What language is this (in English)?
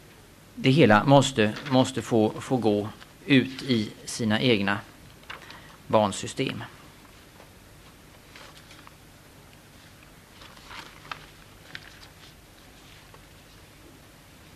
Swedish